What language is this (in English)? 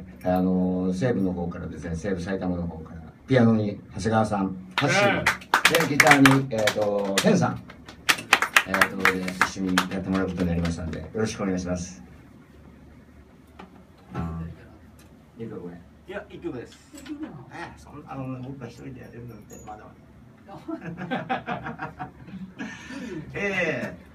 Japanese